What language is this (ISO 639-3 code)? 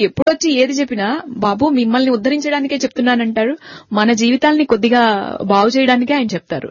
tel